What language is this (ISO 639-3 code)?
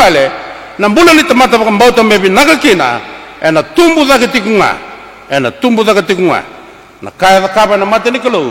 fij